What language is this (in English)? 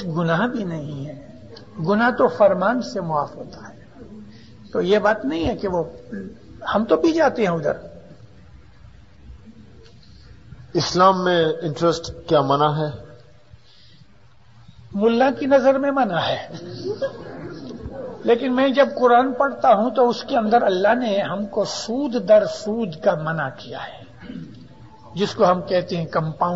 Urdu